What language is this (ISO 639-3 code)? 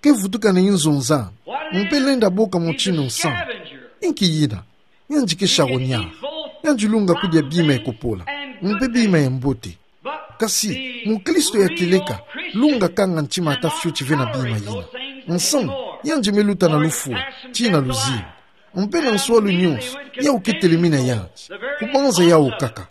ktu